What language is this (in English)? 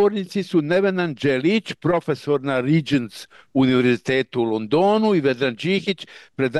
Bosnian